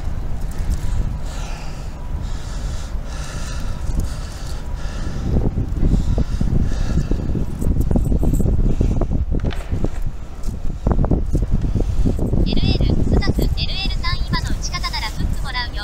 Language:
Japanese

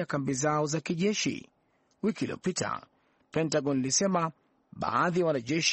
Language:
Swahili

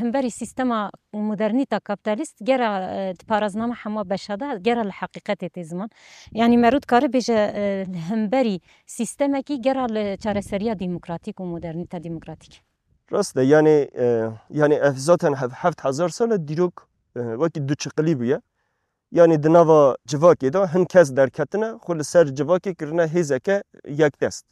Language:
Kurdish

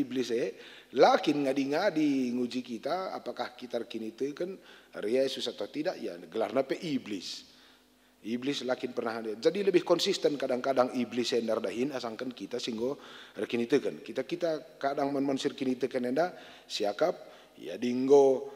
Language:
Batak Karo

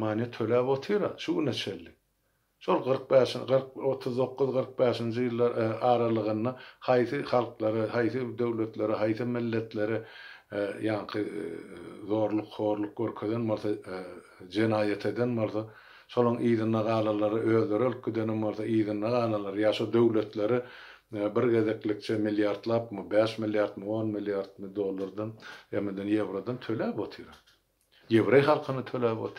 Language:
Turkmen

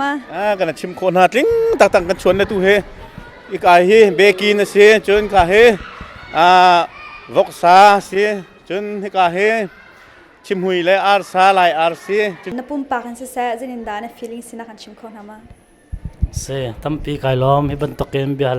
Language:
Hakha Chin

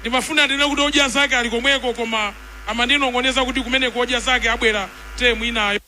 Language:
Nyanja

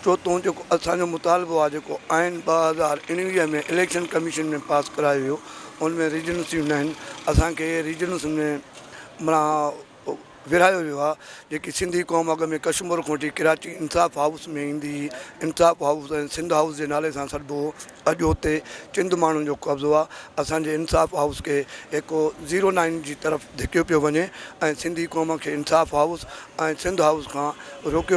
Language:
Sindhi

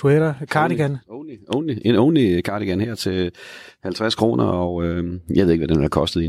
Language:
Danish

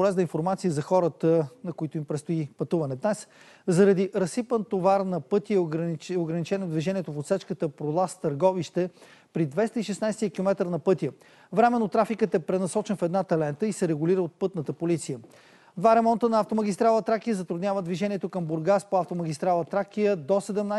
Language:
Bulgarian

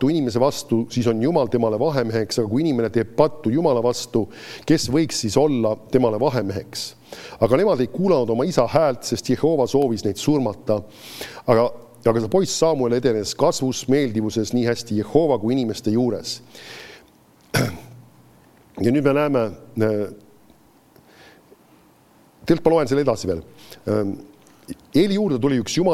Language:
Estonian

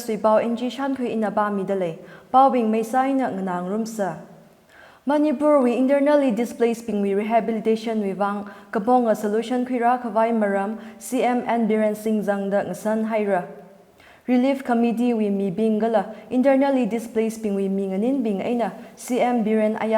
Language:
Tangkhul Naga (India)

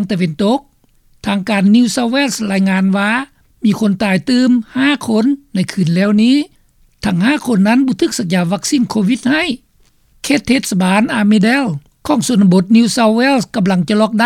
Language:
Lao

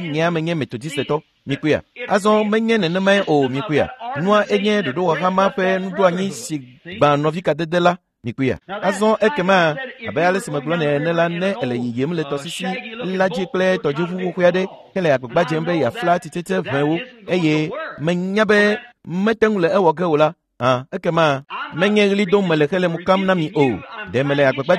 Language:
Ewe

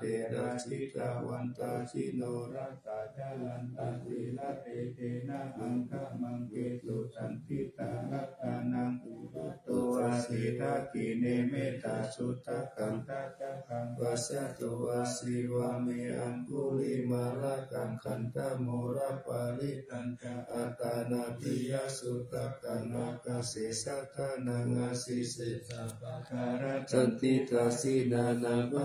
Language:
Pali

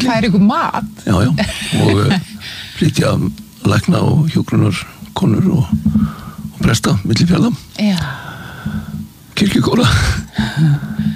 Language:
Icelandic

